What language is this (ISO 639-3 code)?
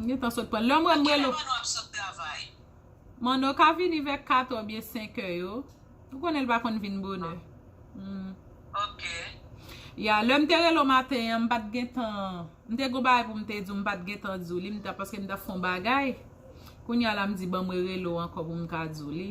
hat